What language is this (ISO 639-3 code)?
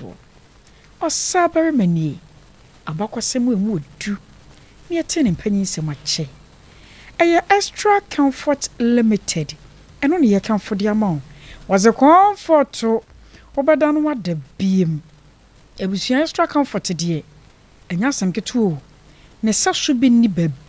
aka